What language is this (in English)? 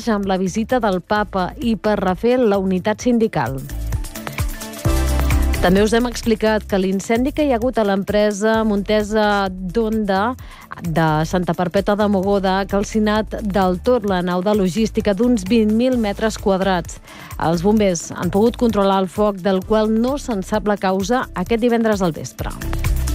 Catalan